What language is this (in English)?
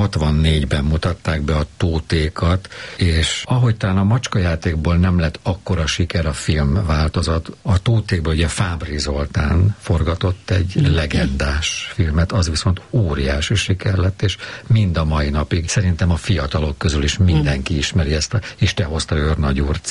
Hungarian